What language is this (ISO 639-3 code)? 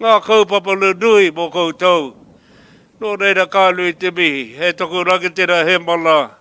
mri